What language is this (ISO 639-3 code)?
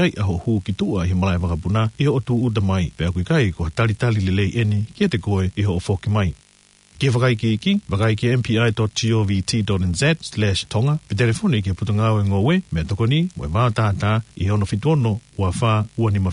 ton